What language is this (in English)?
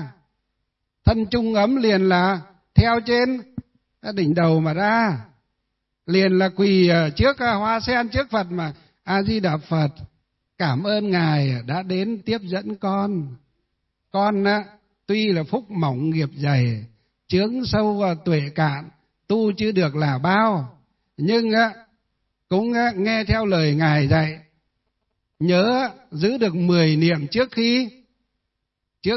Vietnamese